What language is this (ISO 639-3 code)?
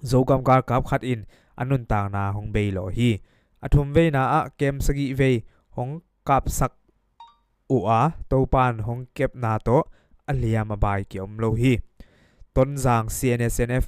ctd